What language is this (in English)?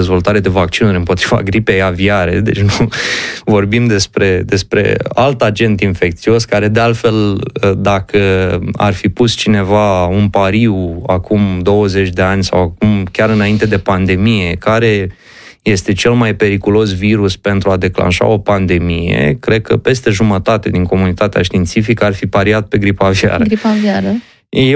Romanian